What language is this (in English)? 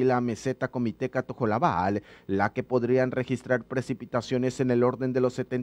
Spanish